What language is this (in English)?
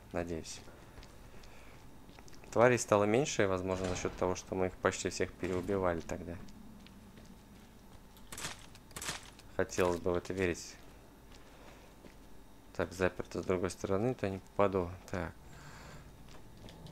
Russian